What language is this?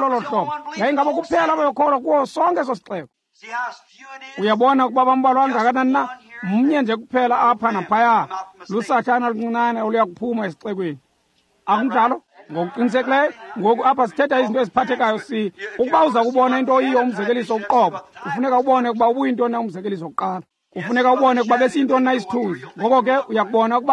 Xhosa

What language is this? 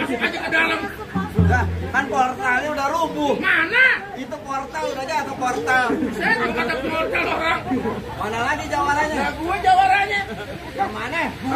Betawi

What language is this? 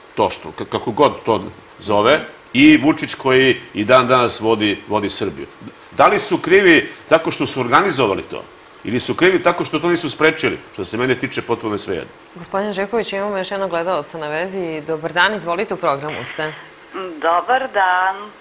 Serbian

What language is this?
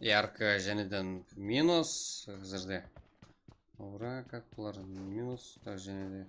Kara-Kalpak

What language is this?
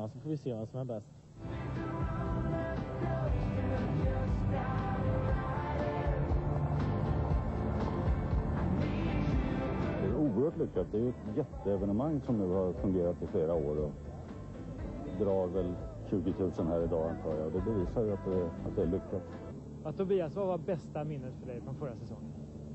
Swedish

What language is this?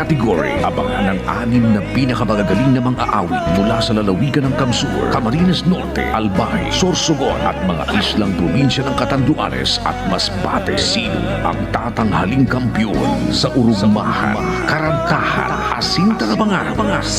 Bikol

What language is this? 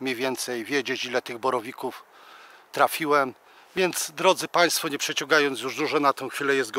Polish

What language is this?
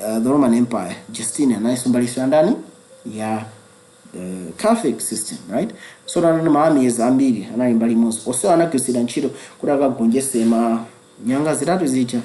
Nyanja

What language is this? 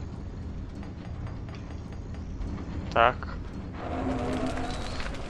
Slovak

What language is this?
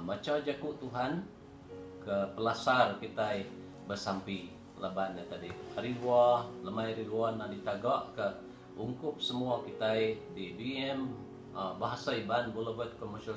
Iban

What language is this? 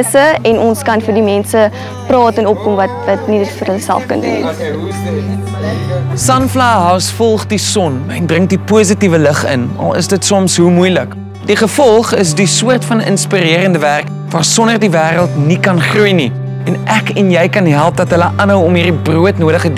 Afrikaans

